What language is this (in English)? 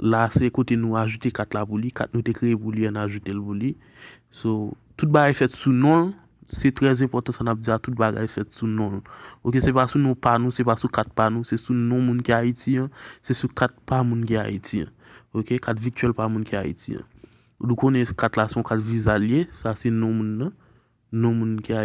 Haitian Creole